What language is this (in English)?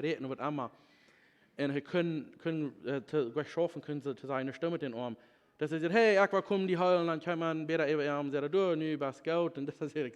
Plautdietsch